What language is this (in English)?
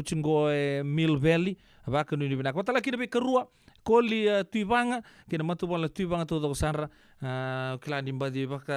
Fijian